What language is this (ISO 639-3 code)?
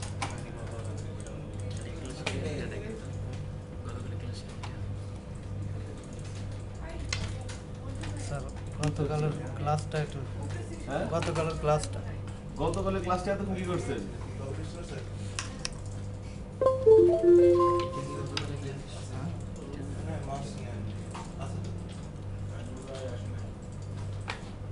ben